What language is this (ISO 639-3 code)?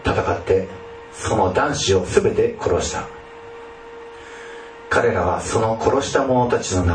jpn